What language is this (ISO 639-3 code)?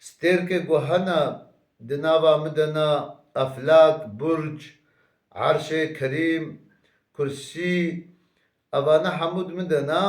kur